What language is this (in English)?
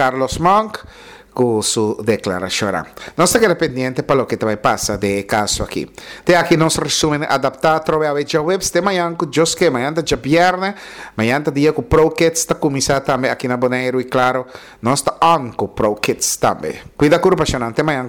Papiamento